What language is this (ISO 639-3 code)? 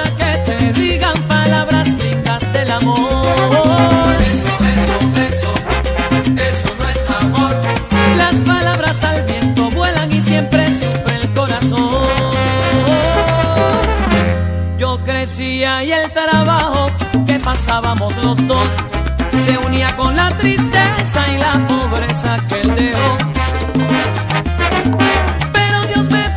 spa